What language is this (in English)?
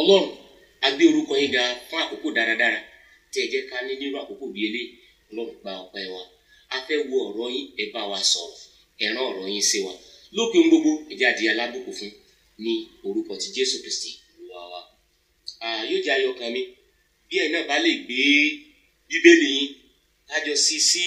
Yoruba